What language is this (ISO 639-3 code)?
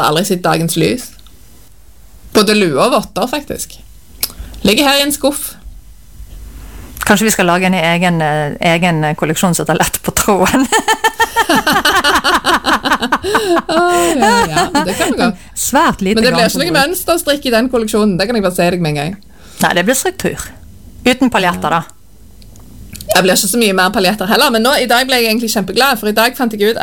nor